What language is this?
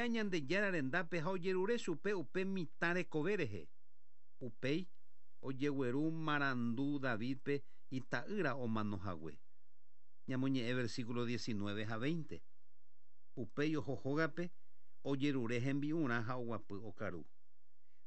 Guarani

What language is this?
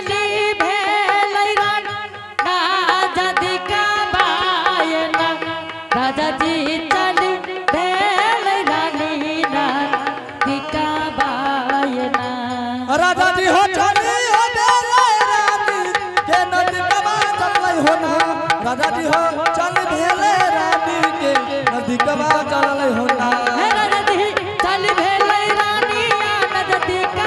Angika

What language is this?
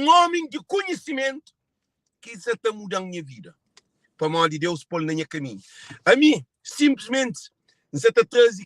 Kabuverdianu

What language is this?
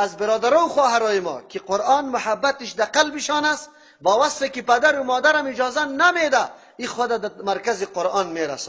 Persian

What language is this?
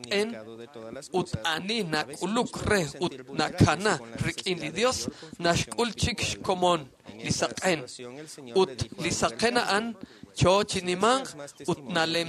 Kekchí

